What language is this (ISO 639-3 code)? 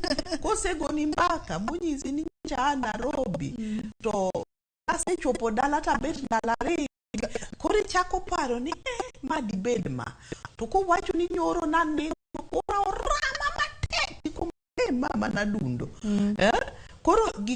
luo